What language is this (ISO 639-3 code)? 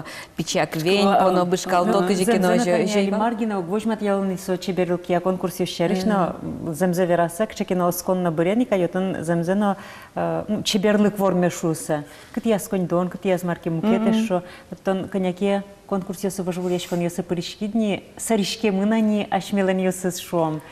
udm